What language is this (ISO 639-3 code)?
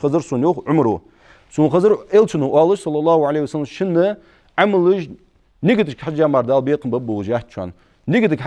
inh